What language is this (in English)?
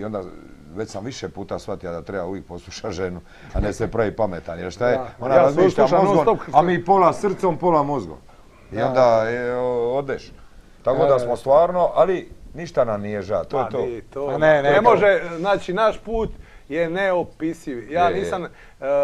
Croatian